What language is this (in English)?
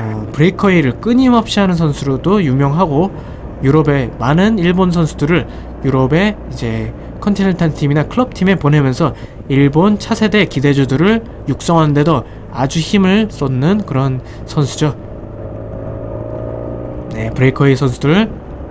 Korean